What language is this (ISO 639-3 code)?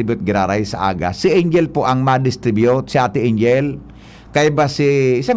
bik